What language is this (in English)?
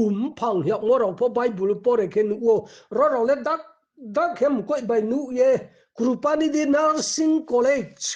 Riang (India)